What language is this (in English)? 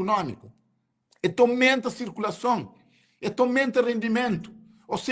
Kabuverdianu